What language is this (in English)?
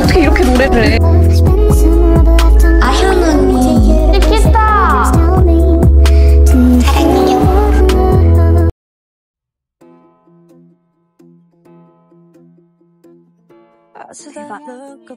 Korean